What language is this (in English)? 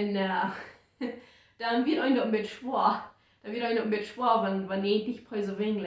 Plautdietsch